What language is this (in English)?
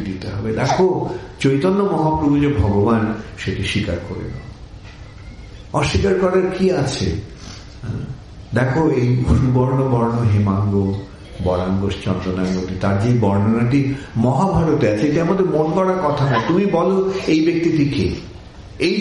Bangla